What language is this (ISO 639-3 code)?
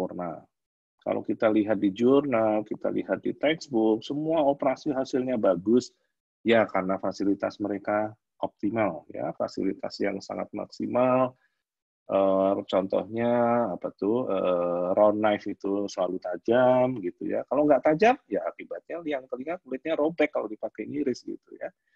ind